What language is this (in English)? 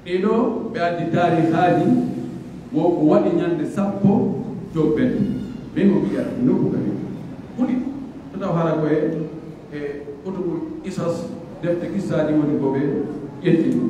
Pular